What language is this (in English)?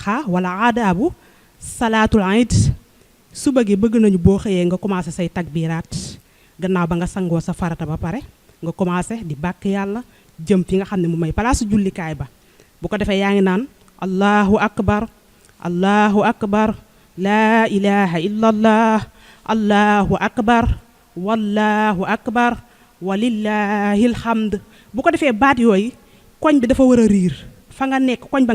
Wolof